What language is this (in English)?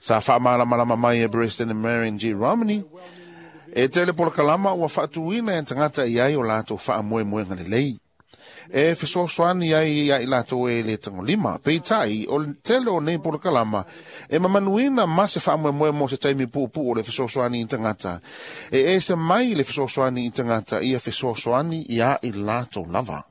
Samoan